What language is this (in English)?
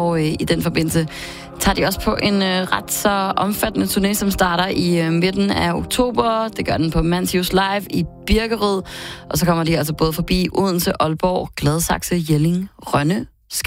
Danish